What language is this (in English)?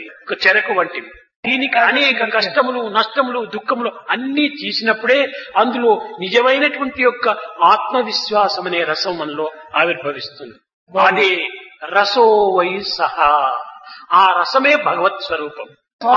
Telugu